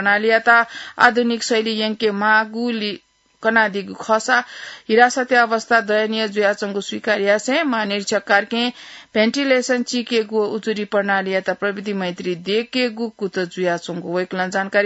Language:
Newari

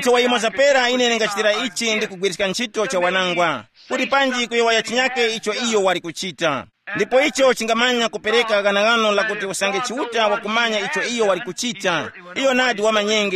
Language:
Tumbuka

